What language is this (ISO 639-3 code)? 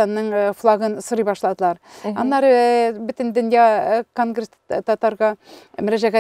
tat